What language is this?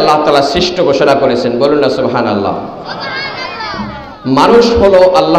Bangla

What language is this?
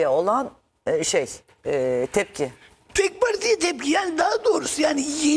Turkish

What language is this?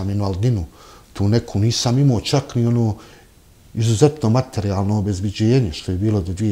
Bosnian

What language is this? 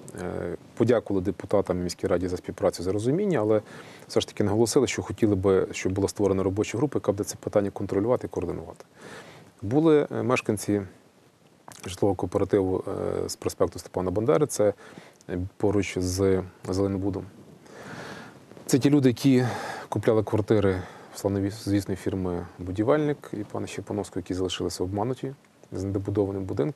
Ukrainian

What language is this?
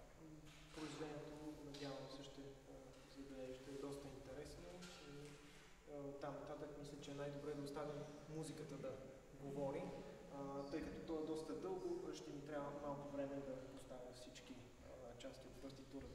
Bulgarian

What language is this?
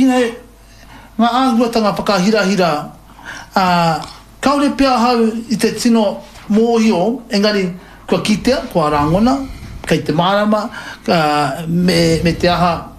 Māori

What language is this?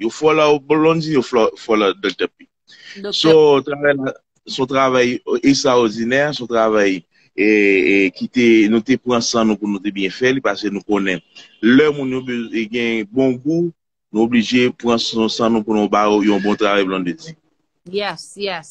Haitian Creole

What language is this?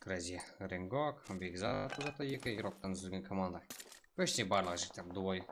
Kara-Kalpak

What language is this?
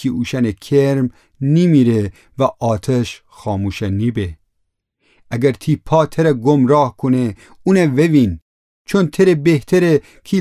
Gilaki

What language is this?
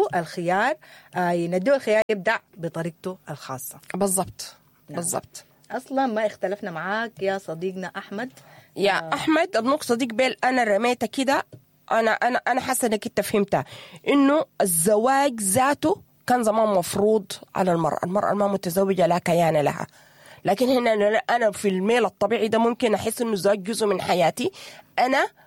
Sudanese Arabic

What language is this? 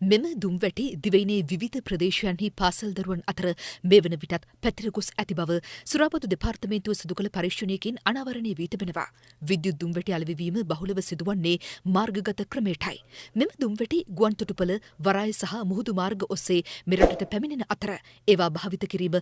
Sinhala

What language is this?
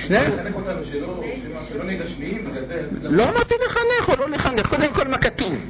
Hebrew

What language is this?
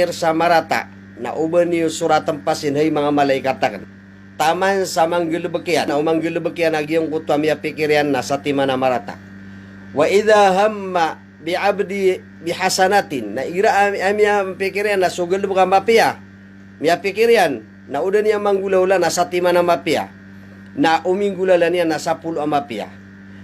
Maranao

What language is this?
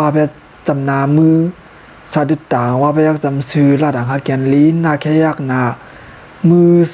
Shan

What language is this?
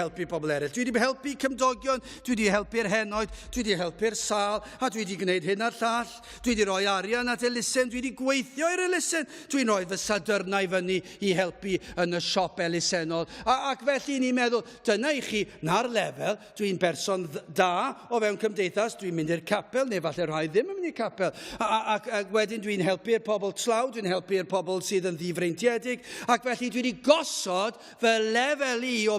Welsh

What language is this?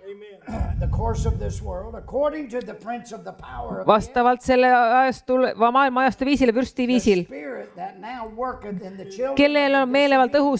Estonian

